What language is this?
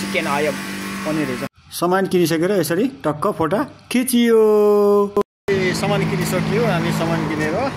Nepali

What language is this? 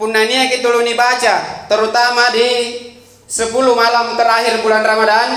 Makasar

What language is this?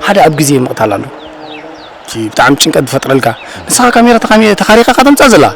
Tigrinya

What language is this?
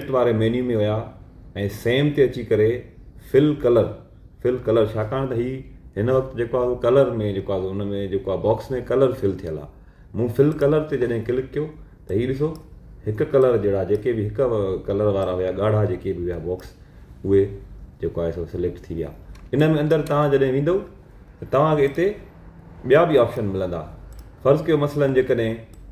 Sindhi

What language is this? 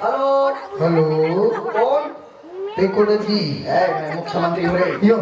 Chhattisgarhi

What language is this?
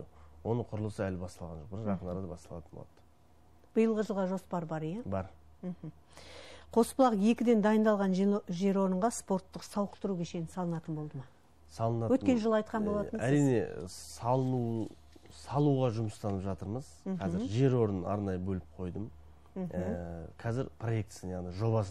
Kazakh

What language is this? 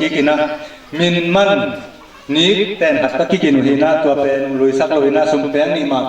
Tedim Chin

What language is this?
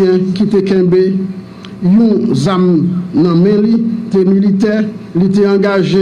Haitian Creole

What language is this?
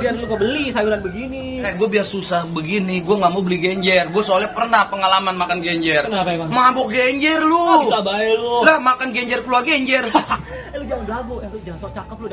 Betawi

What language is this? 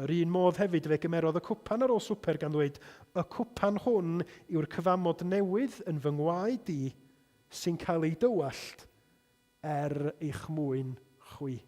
Welsh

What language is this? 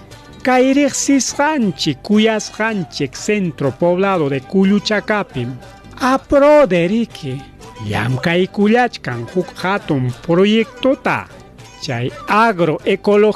Ayacucho Quechua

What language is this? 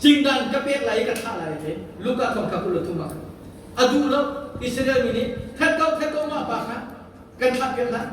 Hakha Chin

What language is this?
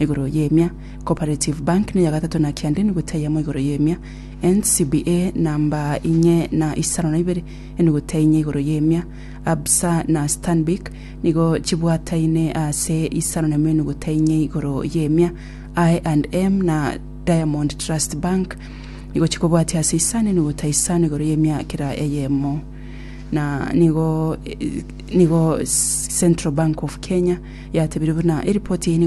Gusii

